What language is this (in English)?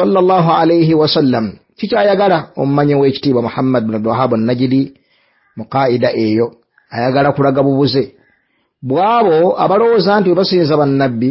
Ganda